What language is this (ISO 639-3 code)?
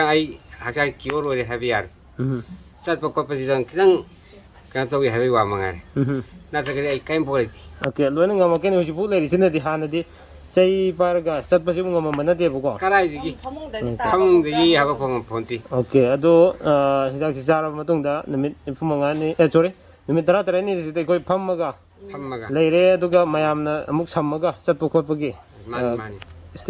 mni